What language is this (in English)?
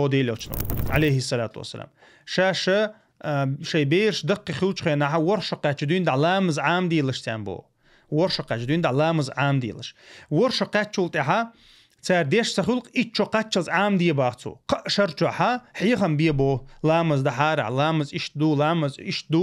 Chechen